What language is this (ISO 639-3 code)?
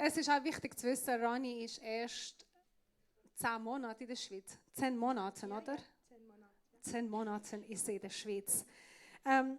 gsw